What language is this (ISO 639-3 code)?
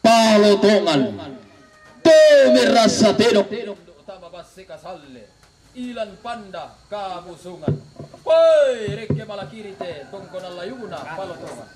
sda